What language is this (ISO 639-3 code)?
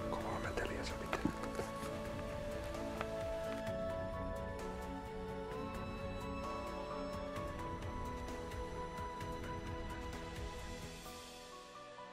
fin